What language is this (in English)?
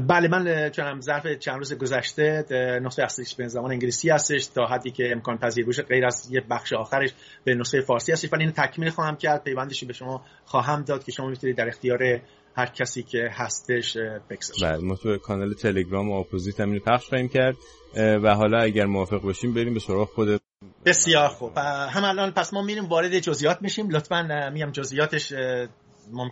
Persian